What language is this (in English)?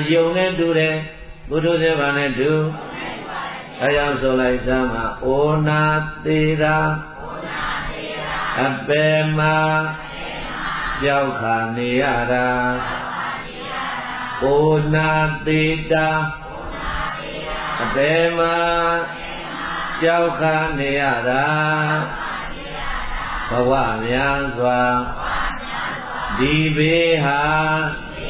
Burmese